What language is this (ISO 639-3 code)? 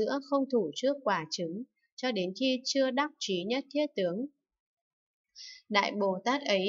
vie